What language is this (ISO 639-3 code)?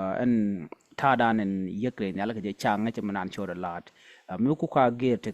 nus